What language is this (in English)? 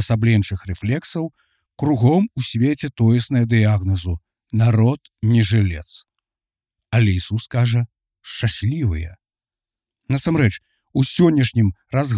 Belarusian